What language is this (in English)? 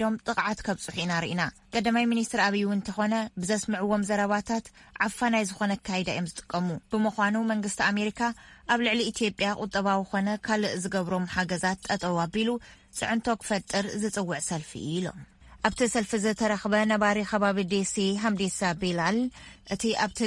Tigrinya